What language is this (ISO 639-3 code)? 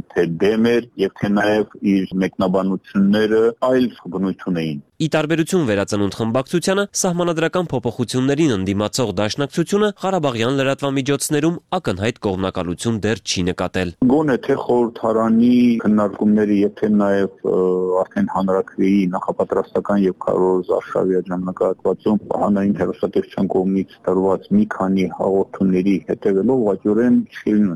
hye